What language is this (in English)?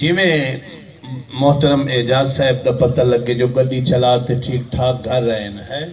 Saraiki